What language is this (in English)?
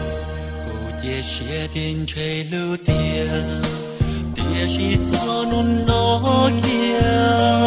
Hmong